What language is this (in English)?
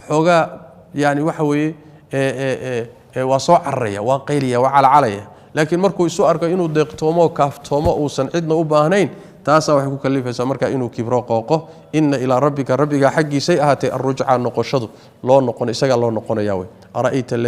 Somali